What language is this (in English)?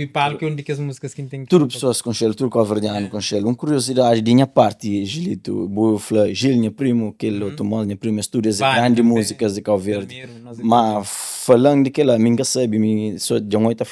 Kabuverdianu